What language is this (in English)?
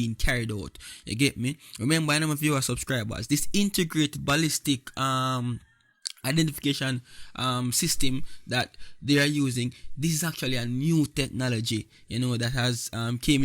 Jamaican Creole English